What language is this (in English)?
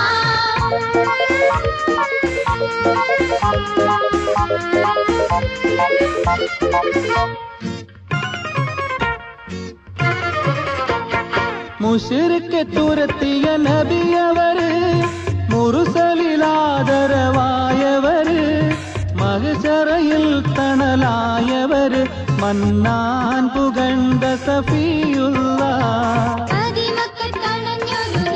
Malayalam